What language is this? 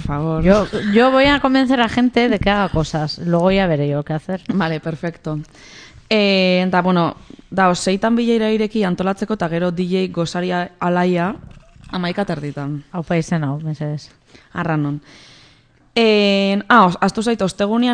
Basque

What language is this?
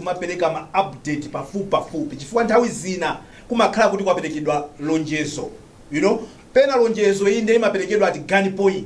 Nyanja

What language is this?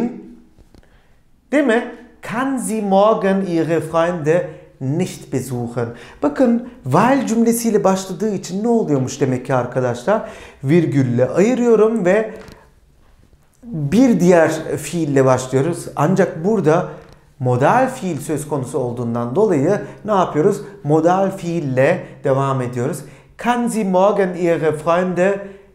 Turkish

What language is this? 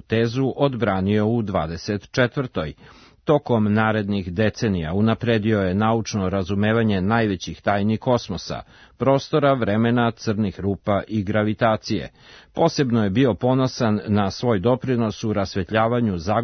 Serbian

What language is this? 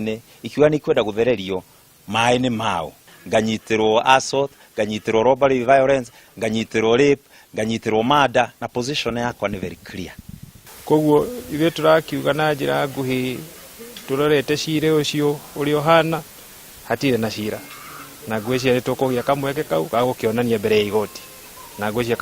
Kikuyu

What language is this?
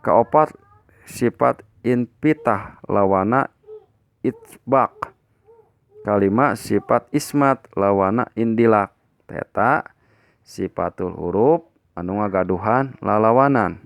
Sundanese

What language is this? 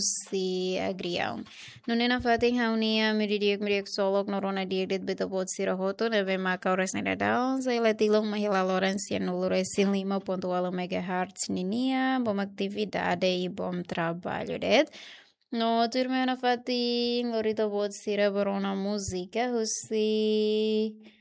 Tetum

